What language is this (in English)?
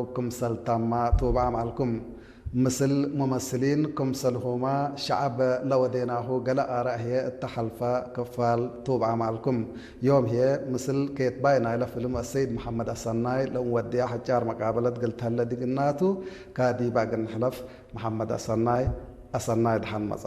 Tigre